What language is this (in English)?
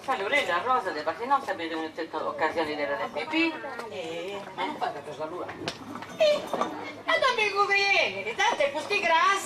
Sardinian